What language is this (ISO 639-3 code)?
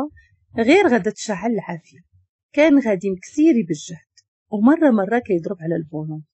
ary